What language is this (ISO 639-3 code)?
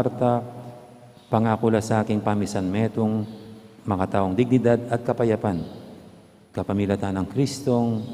pam